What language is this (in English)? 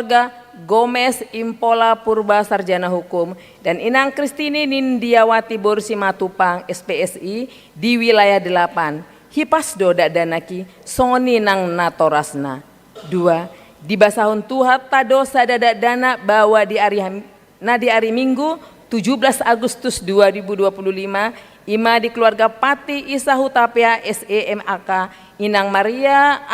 Batak Toba